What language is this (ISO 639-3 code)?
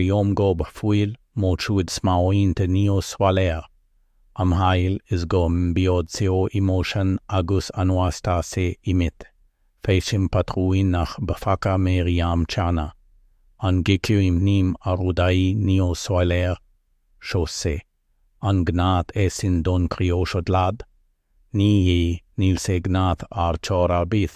gle